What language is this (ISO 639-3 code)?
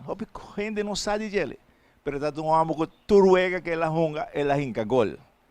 pap